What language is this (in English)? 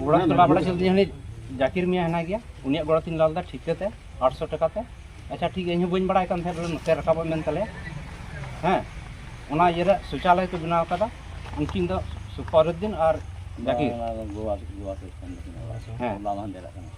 Santali